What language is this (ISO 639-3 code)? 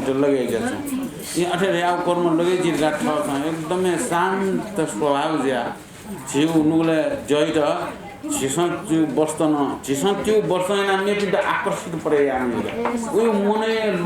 new